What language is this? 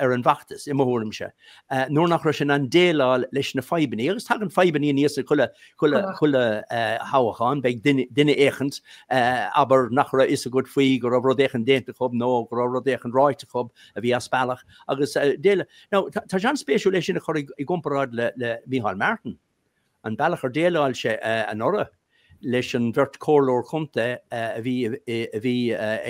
Irish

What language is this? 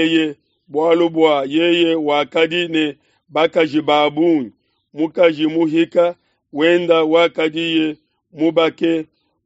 Luba-Lulua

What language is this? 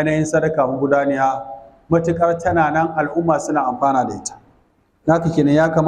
Hausa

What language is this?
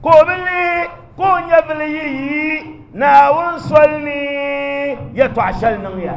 Dagbani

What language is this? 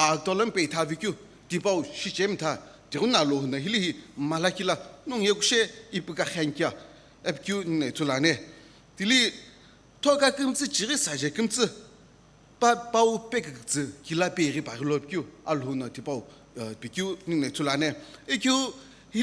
Sumi Naga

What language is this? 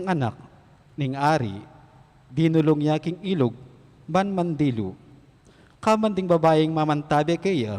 Pampanga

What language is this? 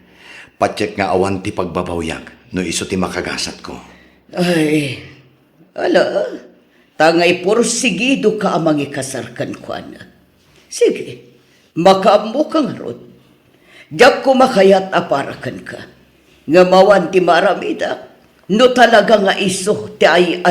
Iloko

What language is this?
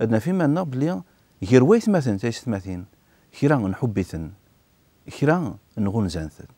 Kabyle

